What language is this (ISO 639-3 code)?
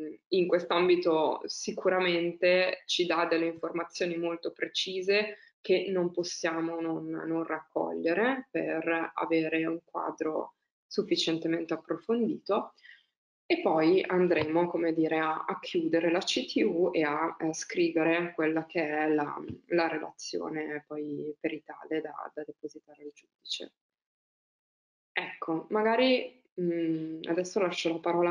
ita